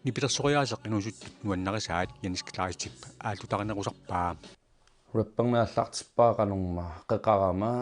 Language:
Kalaallisut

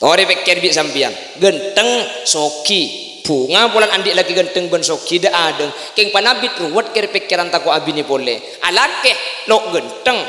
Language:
Madurese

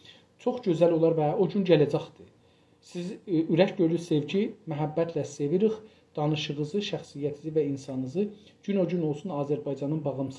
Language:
South Azerbaijani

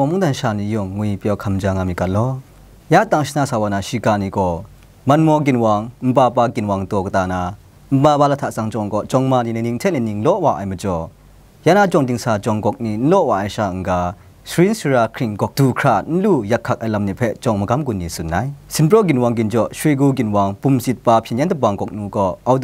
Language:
Kachin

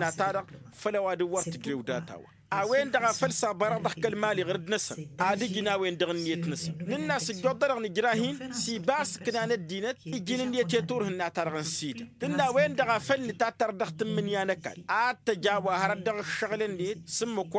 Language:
Tamasheq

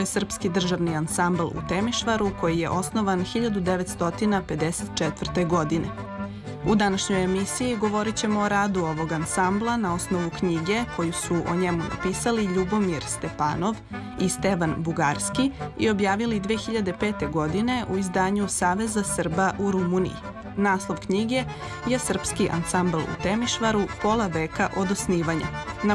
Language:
Serbian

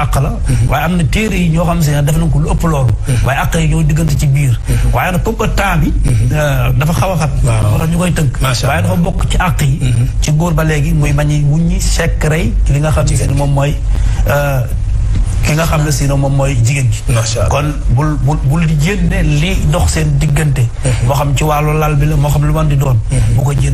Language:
Wolof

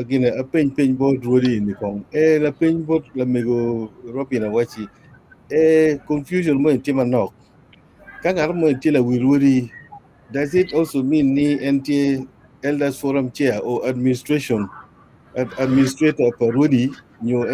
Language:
Acoli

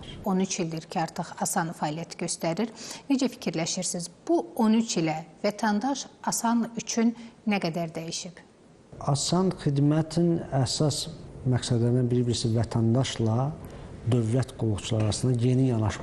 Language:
Azerbaijani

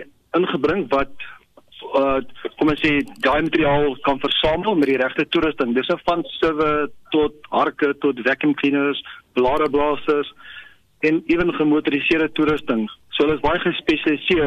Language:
Afrikaans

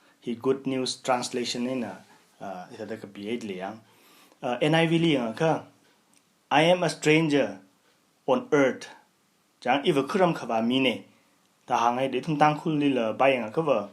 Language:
Tangkhul Naga (India)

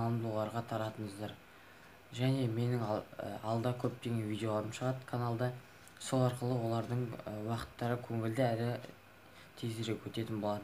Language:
Kazakh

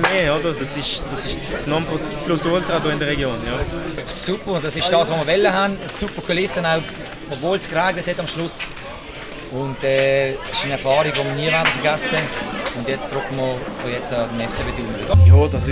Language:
Swiss German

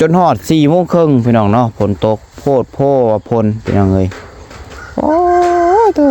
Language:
Northeastern Thai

